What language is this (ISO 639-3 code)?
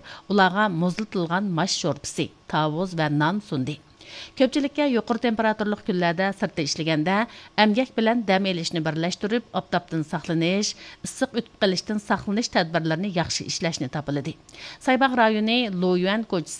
uig